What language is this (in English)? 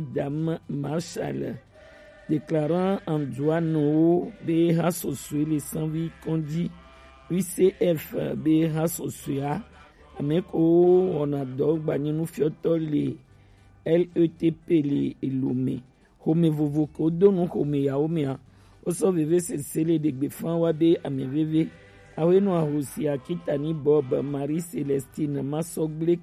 Gen